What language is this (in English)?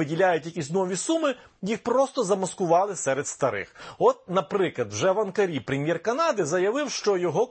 Ukrainian